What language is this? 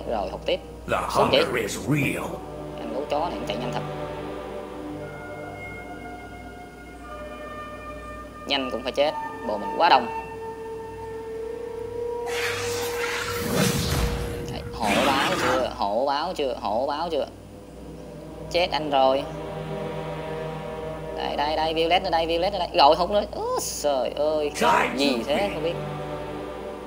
Vietnamese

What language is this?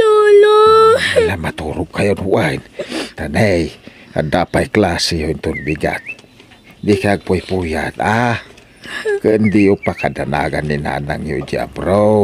Iloko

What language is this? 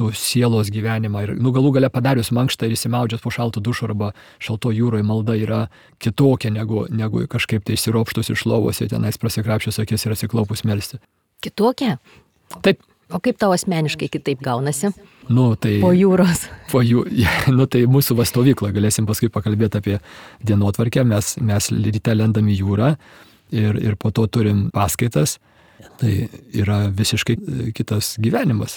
Lithuanian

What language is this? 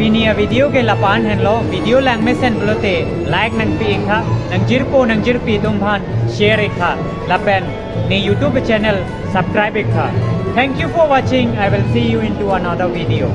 Karbi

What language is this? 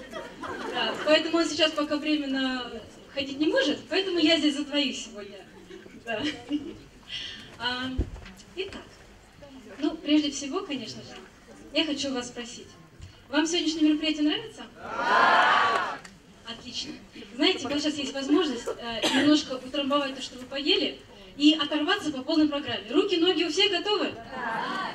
Russian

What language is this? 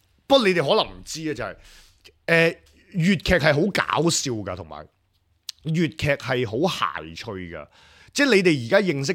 Cantonese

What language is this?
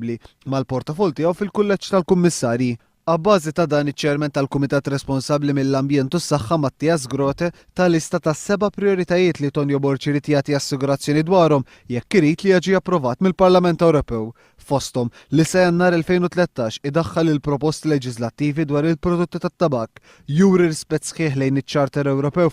Maltese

